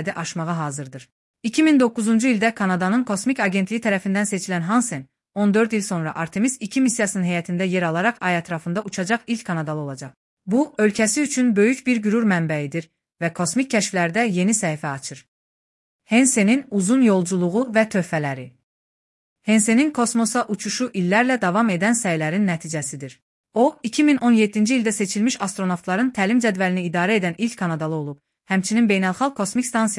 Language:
Azerbaijani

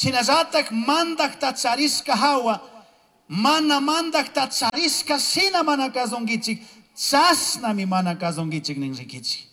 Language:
Chimborazo Highland Quichua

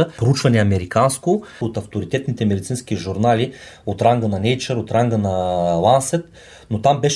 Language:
Bulgarian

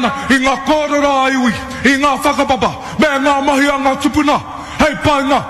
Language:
Māori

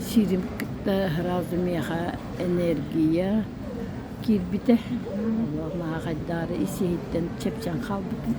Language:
Yakut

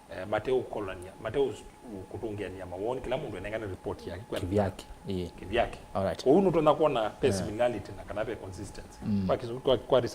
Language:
Kamba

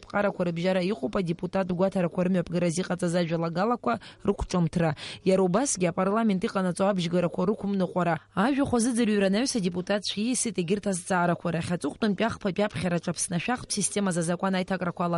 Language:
Abkhazian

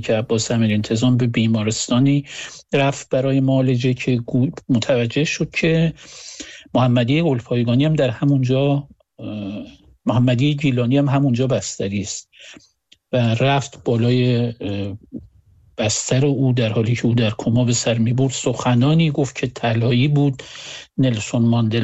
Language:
Persian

